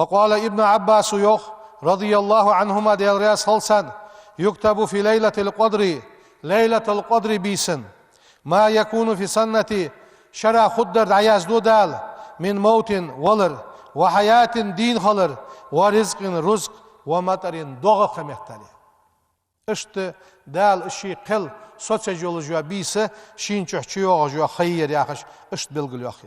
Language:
Ingush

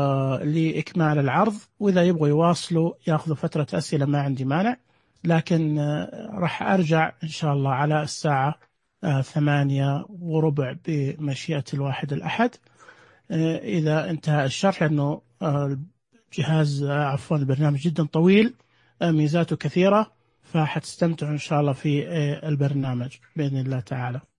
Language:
Najdi Arabic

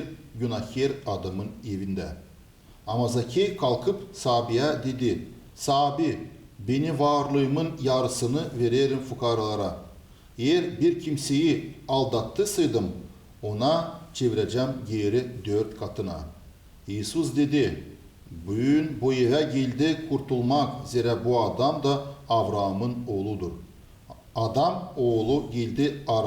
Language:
Gagauz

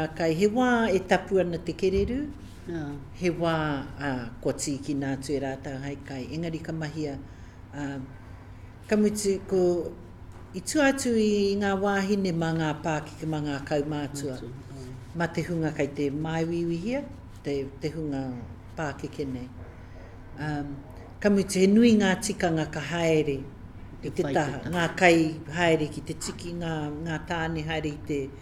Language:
Māori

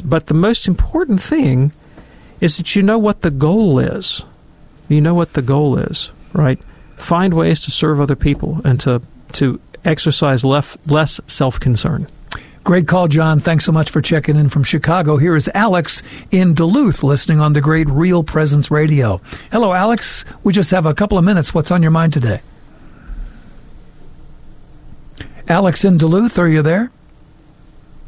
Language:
English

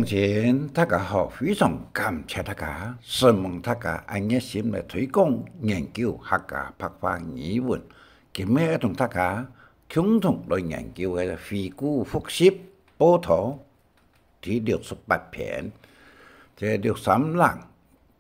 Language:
Hakka Chinese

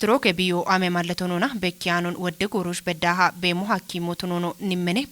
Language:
Kafa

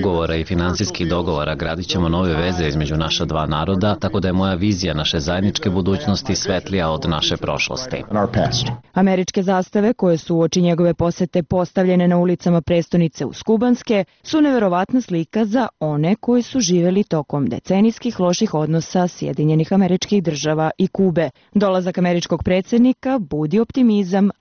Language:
Serbian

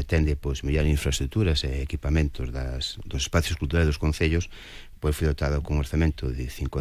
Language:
Galician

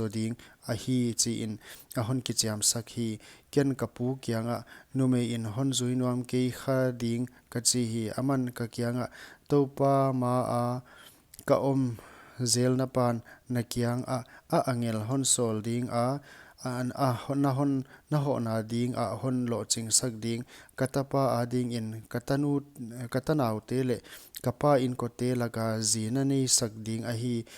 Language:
Paite Chin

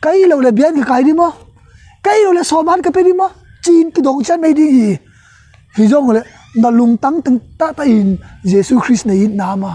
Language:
Tedim Chin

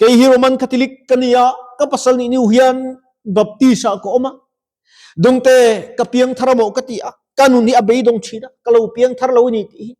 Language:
Mizo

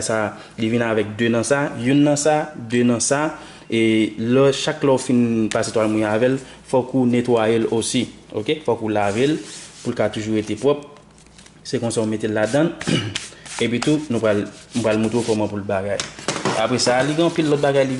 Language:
Haitian Creole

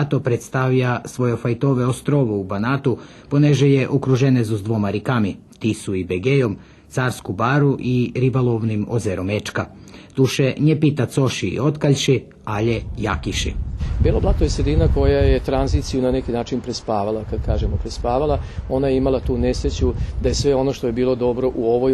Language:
Rusyn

